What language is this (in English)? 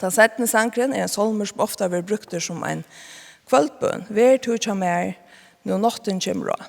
Faroese